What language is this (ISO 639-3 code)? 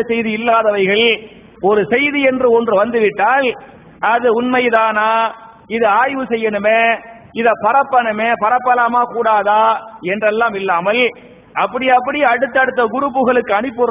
tam